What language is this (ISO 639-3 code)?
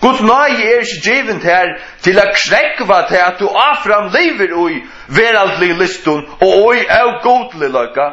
fao